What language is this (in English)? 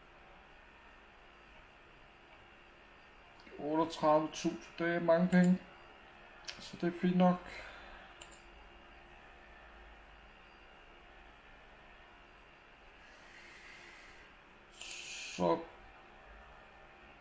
Danish